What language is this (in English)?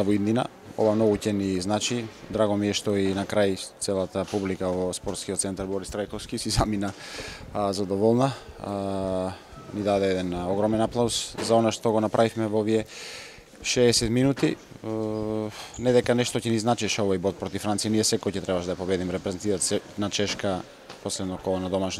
Macedonian